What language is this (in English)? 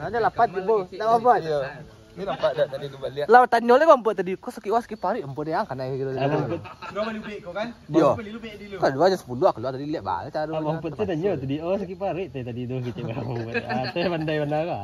Minangkabau